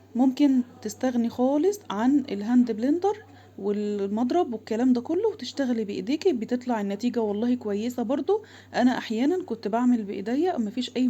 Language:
Egyptian Arabic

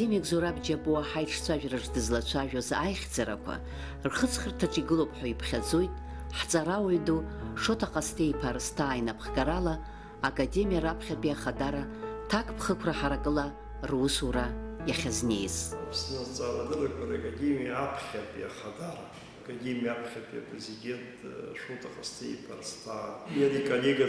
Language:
Abkhazian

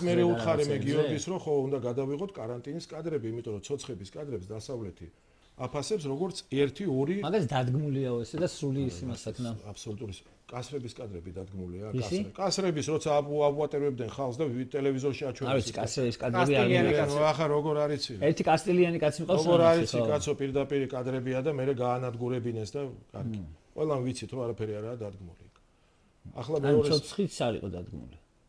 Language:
Georgian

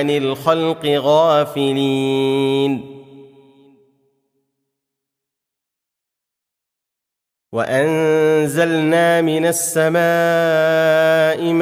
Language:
Arabic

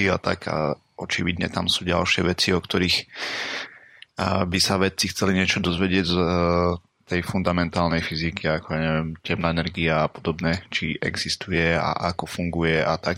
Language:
Slovak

